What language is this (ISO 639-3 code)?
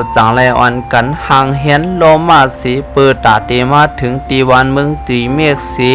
shn